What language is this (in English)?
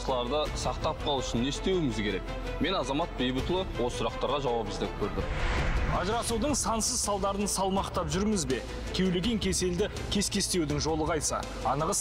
Kazakh